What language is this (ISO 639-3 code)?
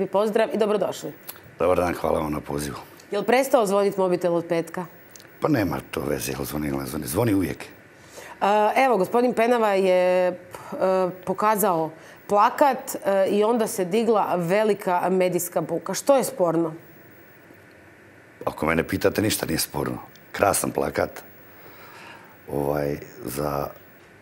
hrv